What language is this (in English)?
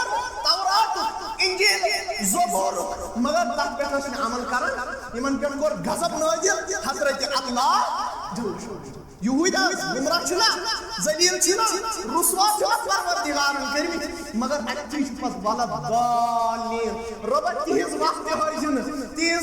Kashmiri